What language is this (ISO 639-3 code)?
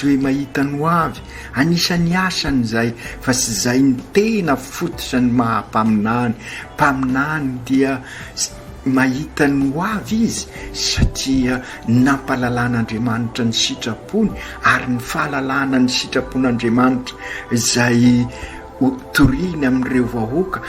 mlg